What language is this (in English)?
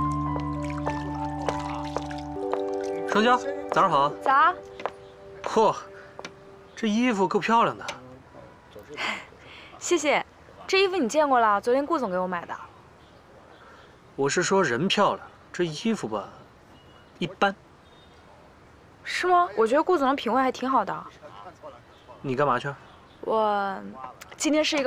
Chinese